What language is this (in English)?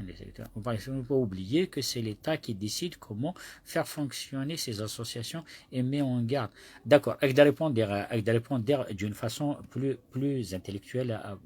Kabyle